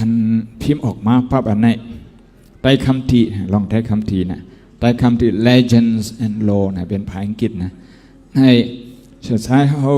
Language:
Shan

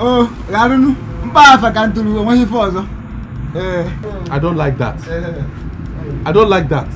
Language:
Nigerian Pidgin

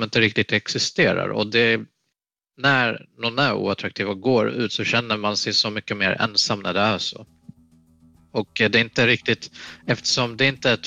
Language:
Swedish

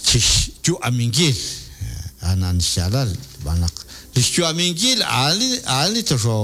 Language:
Kekchí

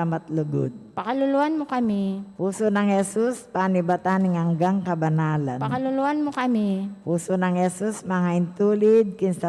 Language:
Pampanga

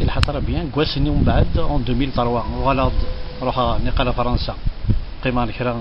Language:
Kabyle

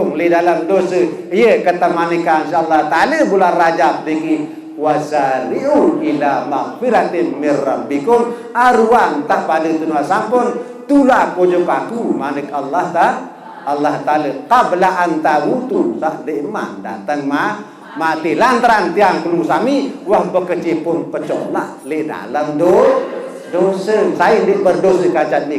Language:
Sasak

